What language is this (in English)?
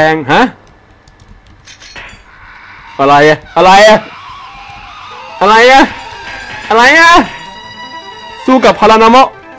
Thai